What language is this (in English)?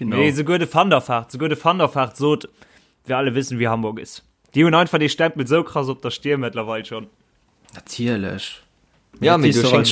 Luxembourgish